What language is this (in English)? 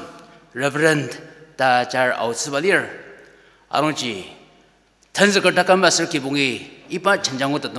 Ao Naga